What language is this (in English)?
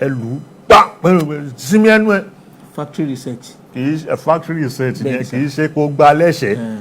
Yoruba